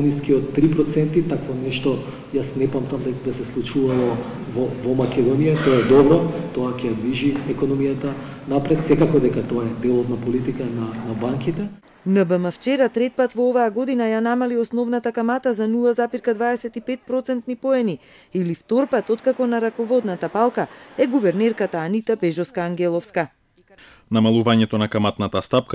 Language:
Macedonian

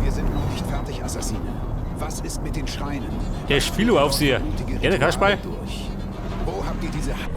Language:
Bavarian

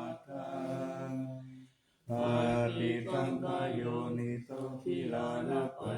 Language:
Pali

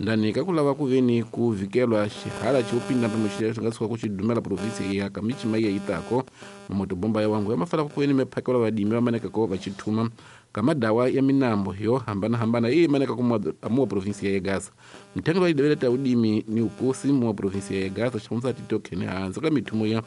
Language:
Tsonga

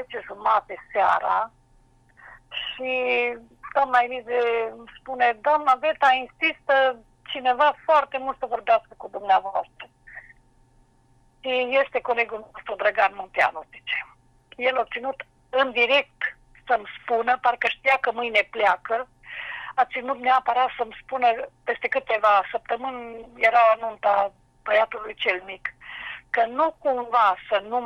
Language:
Romanian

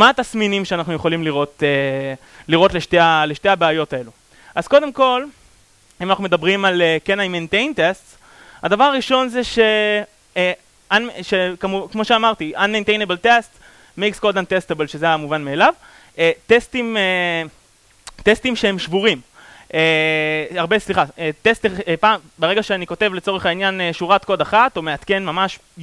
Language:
Hebrew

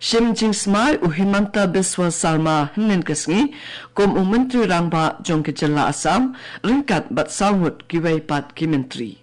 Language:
Khasi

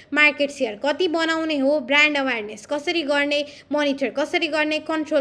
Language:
Nepali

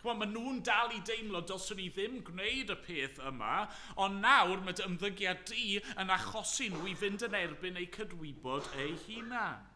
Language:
Welsh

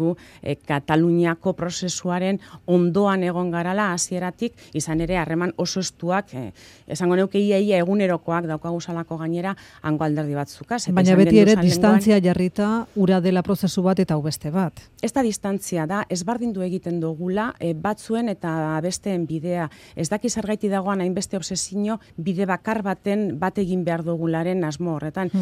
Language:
Basque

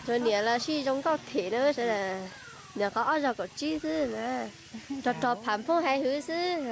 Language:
Hmong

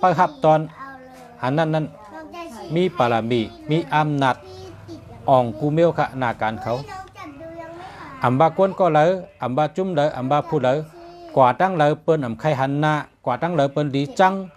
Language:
Shan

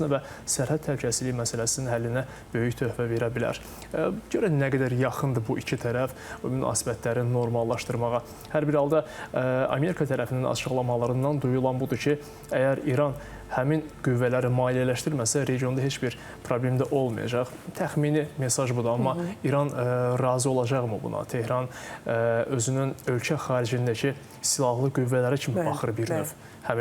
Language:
Azerbaijani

